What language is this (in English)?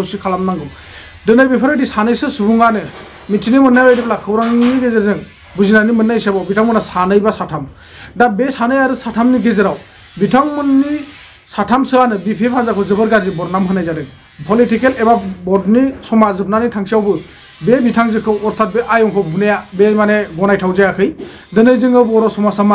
Bodo